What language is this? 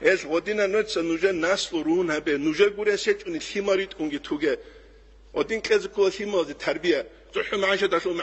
Avaric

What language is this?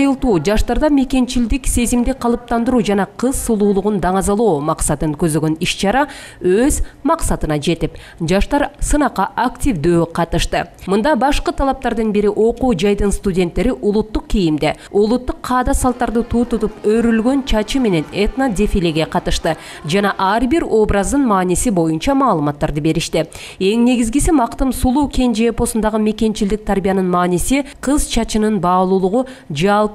Kyrgyz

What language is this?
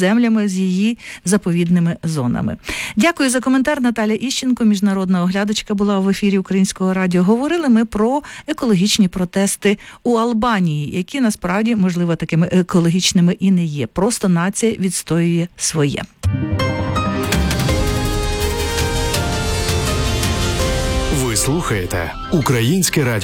Ukrainian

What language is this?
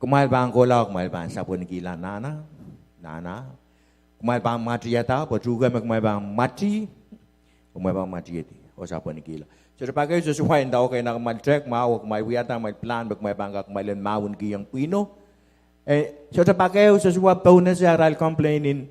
Pohnpeian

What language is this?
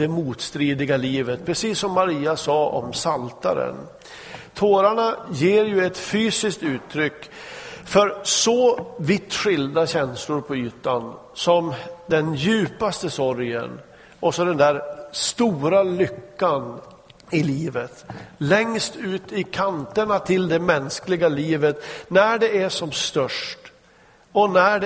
Swedish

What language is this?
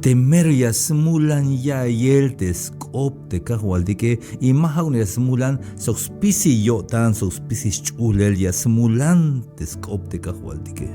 Tzeltal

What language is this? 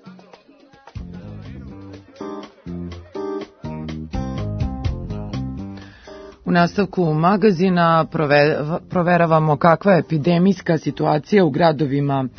Serbian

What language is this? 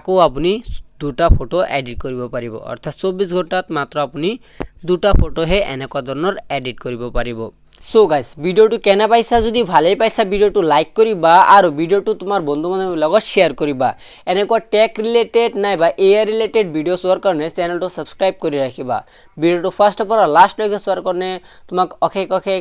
Assamese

